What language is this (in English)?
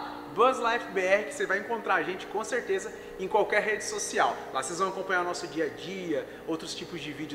Portuguese